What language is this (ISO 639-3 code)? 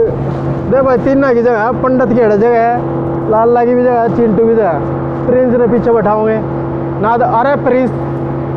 bgc